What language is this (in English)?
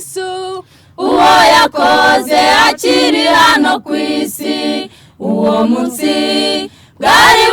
Kinyarwanda